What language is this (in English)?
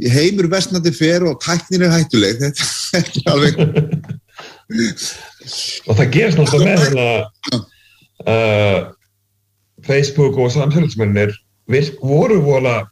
Icelandic